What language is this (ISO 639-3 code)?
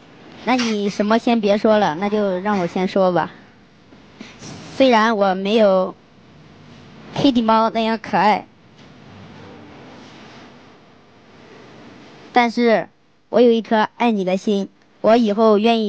zho